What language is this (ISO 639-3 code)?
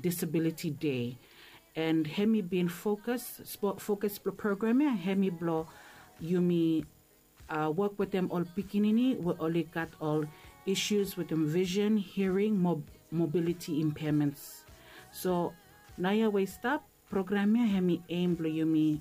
bis